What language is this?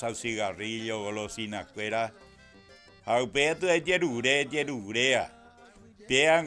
Guarani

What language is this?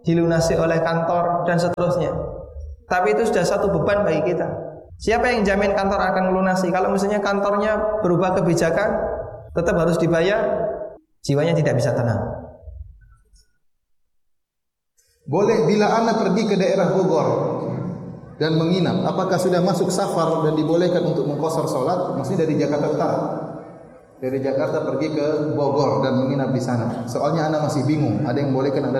Indonesian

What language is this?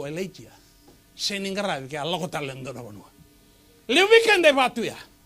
Fijian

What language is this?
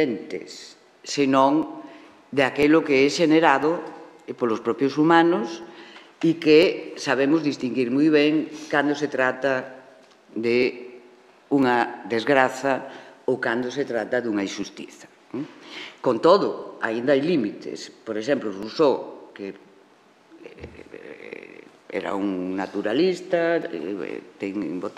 Galician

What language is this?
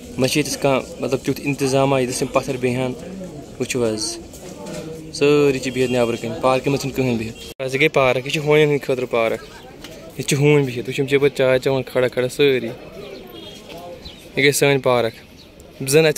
Kashmiri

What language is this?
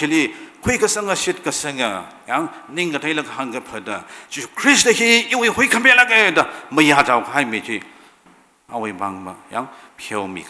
Tangkhul Naga (India)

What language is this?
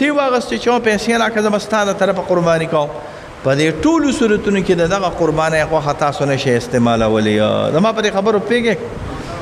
Pashto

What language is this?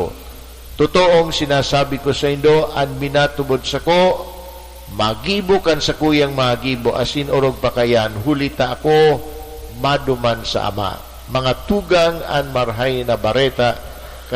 Bikol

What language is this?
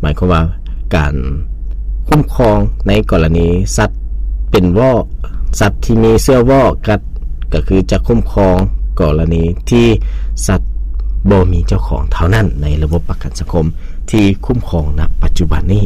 Lao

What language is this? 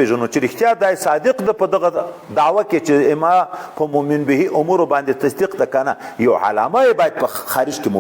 Pashto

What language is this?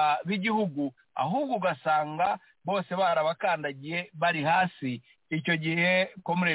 Kinyarwanda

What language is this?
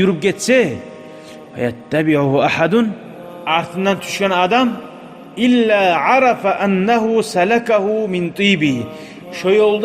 Kumyk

